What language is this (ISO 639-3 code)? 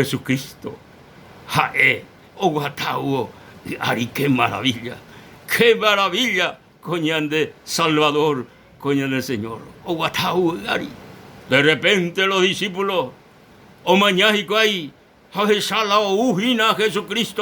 grn